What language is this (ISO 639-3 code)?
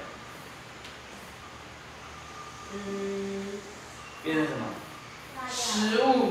zho